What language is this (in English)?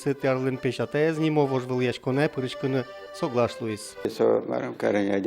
Udmurt